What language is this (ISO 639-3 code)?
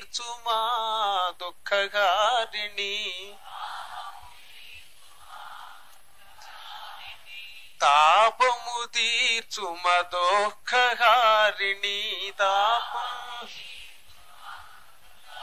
tel